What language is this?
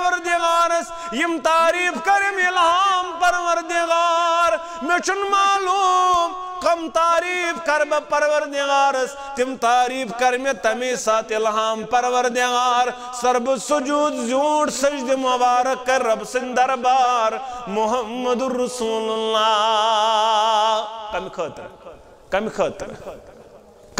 Kashmiri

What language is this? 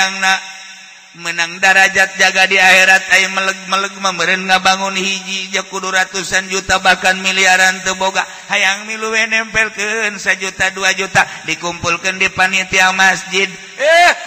Sundanese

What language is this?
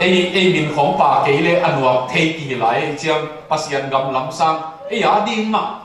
Tedim Chin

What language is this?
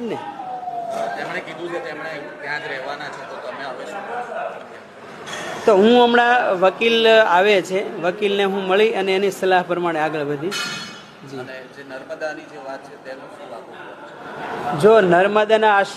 Gujarati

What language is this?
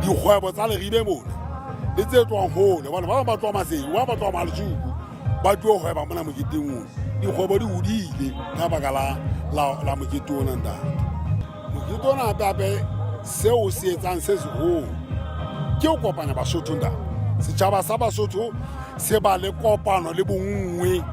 Southern Sotho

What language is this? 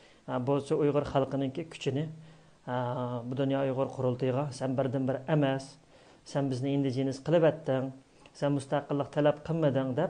Uyghur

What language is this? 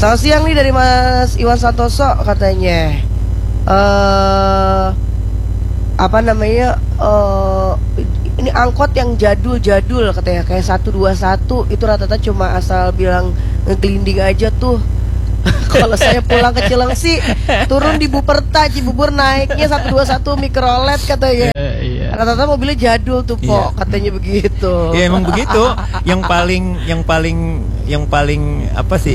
Indonesian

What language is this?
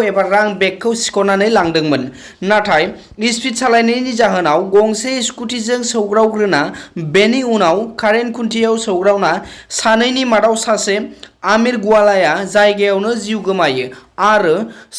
Bodo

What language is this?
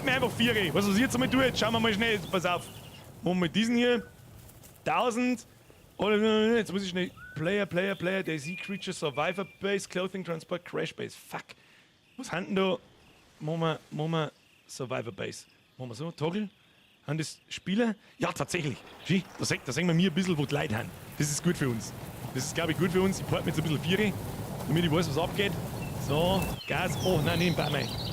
Bavarian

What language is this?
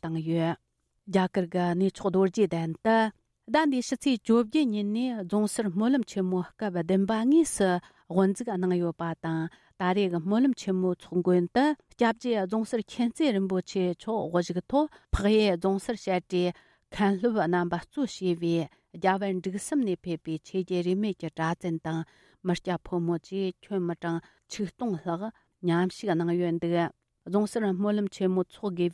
Tibetan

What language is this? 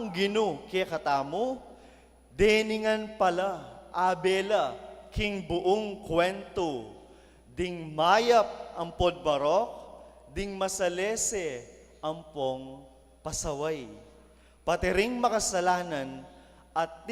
Pampanga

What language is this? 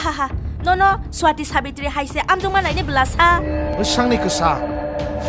Kok Borok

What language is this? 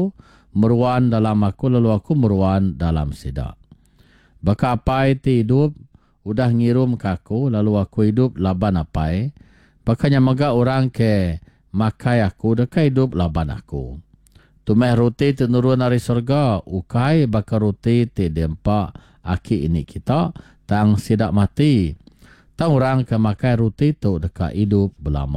Iban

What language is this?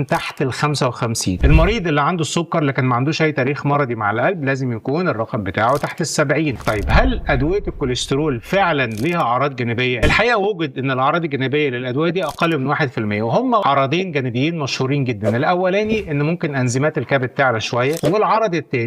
Egyptian Arabic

